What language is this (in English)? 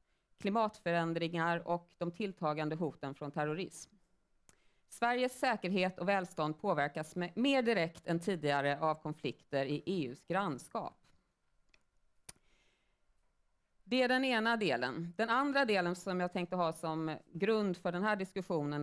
Swedish